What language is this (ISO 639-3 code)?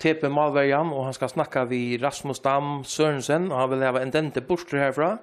fao